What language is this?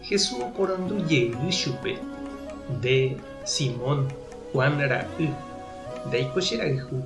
Guarani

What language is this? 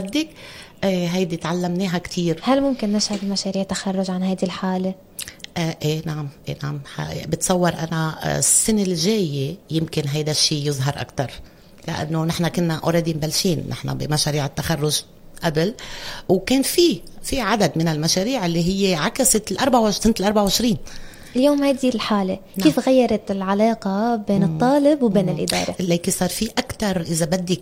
North Levantine Arabic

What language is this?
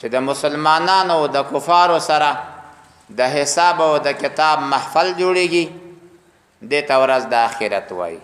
Pashto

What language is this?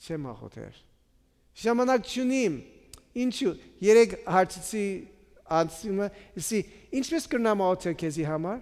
Western Armenian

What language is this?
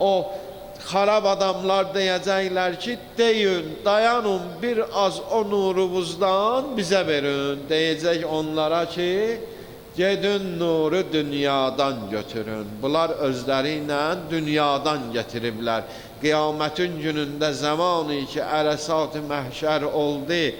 Azerbaijani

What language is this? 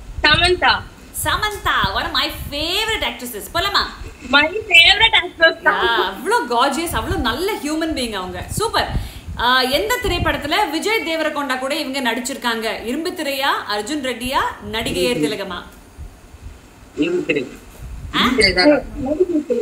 Tamil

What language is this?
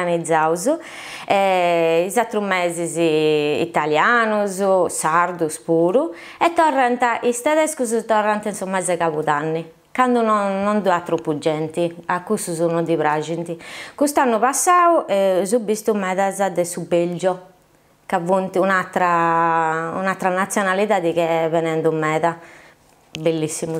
Sardinian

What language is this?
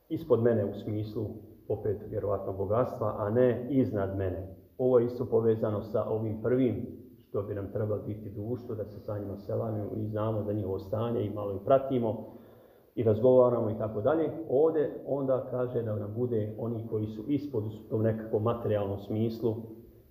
Bosnian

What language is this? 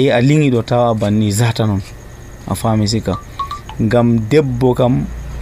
Nigerian Fulfulde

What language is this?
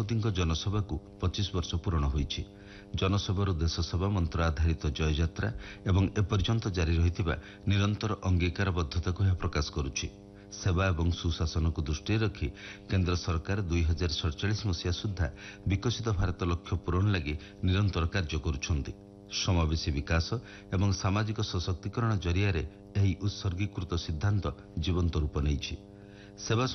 Odia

